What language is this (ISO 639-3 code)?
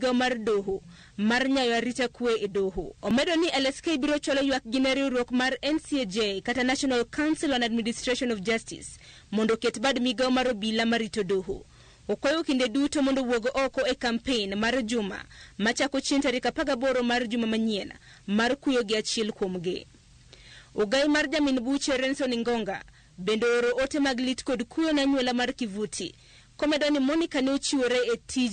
luo